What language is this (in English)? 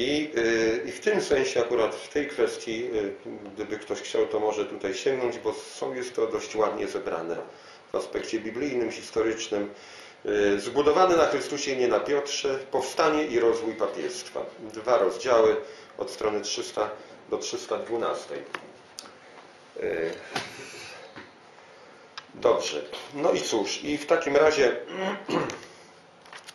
Polish